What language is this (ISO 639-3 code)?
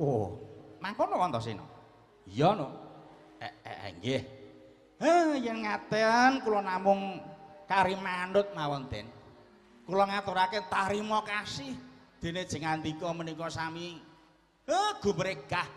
jav